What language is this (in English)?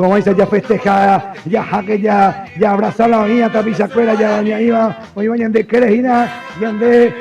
Guarani